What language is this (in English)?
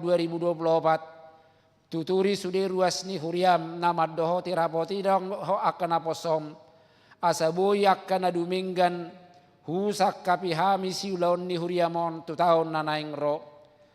Batak Toba